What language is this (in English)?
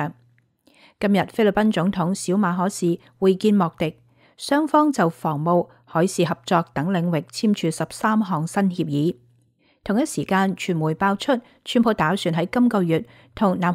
Cantonese